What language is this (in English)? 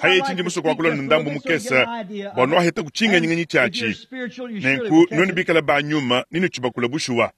Luba-Lulua